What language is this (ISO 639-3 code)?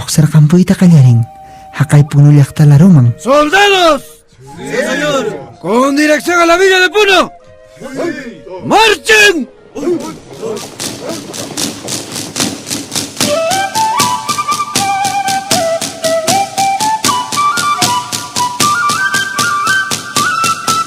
que